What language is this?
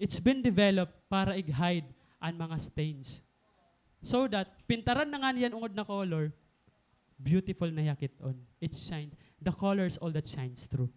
Waray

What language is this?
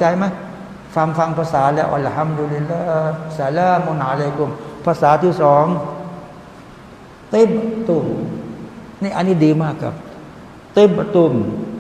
Thai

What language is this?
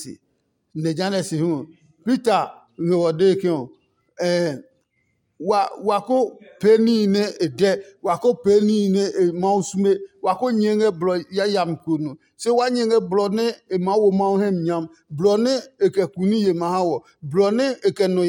Adangme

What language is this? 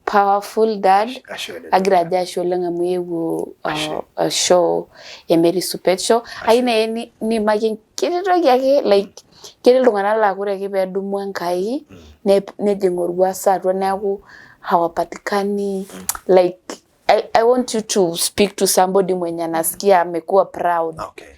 Masai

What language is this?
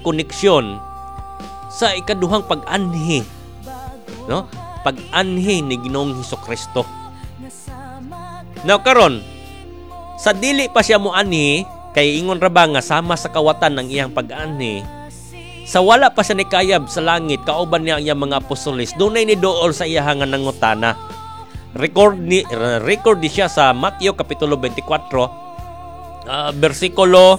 Cebuano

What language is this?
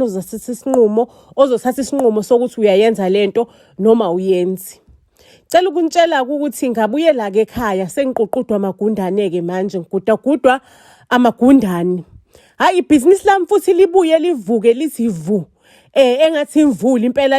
Zulu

